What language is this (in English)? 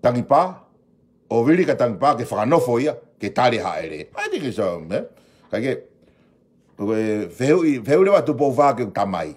Tongan